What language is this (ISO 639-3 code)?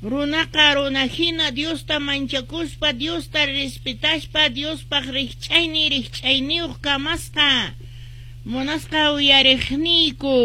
que